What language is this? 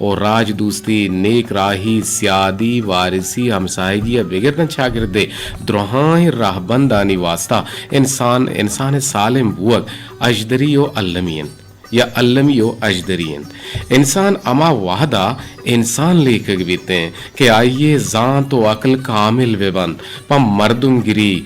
Eastern Balochi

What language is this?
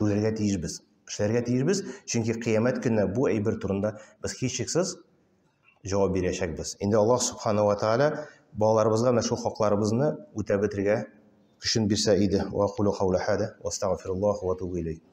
Tatar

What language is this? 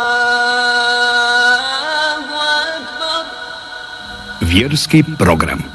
Bosnian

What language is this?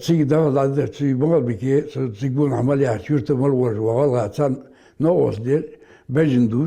Ingush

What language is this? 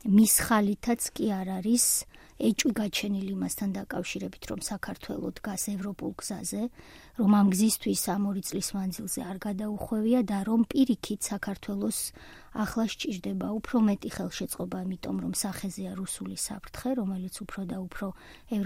Georgian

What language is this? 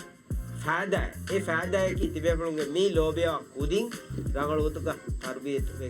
Divehi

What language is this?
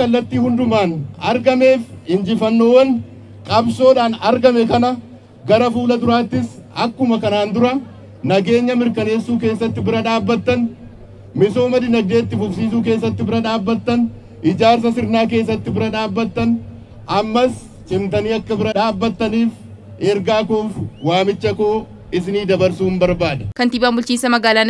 Oromo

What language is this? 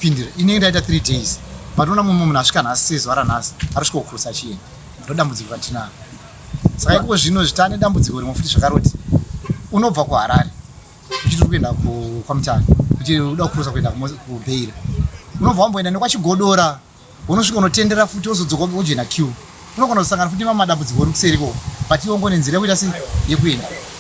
Shona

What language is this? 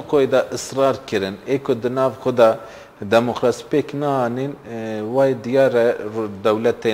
Kurdish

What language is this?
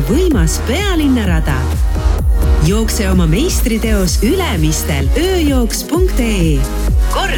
Estonian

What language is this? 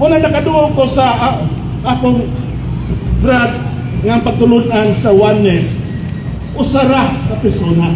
Cebuano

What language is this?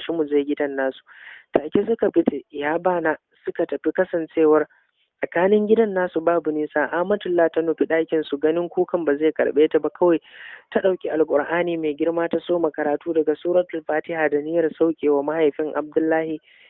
Hausa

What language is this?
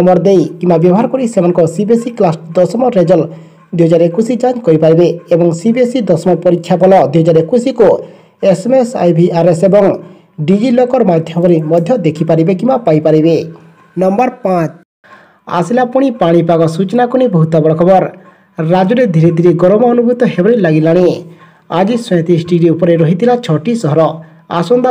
Odia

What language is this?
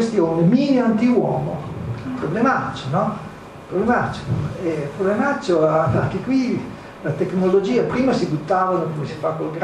Italian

